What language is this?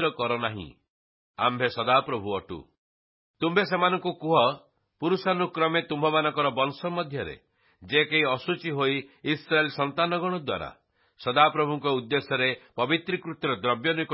Odia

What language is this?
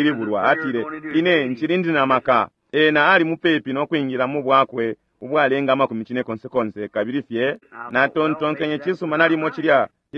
Bemba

